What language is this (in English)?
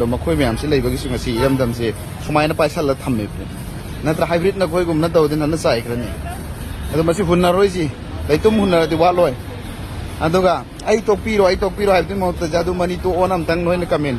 Manipuri